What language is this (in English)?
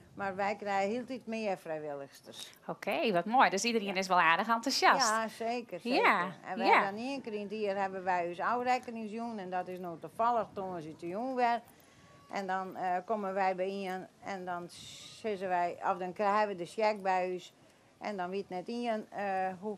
Western Frisian